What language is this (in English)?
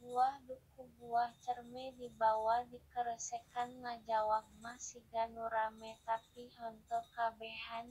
Sundanese